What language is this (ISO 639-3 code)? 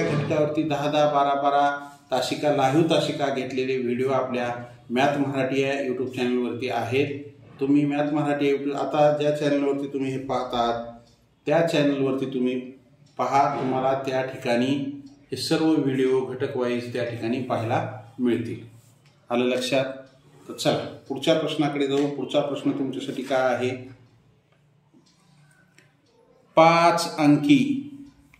mar